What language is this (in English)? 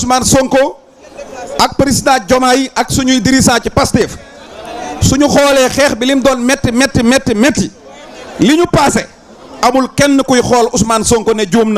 Wolof